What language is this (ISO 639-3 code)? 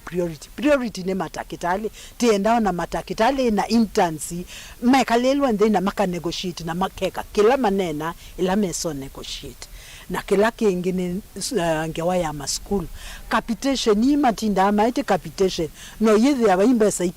kam